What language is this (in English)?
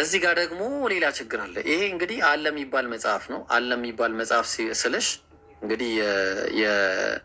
Amharic